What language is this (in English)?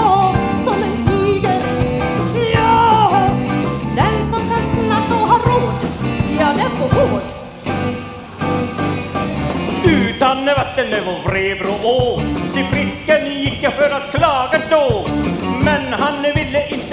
Swedish